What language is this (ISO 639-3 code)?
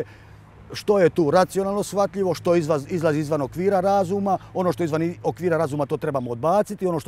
hrv